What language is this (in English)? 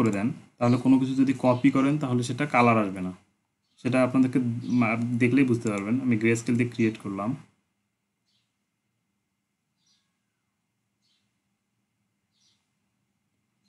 Bangla